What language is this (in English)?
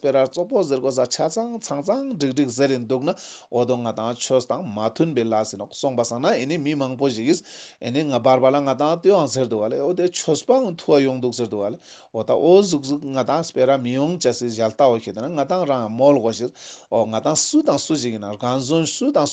Ladakhi